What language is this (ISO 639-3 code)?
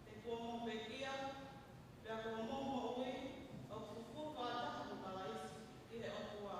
ton